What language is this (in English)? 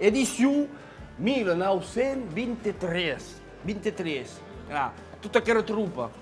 Occitan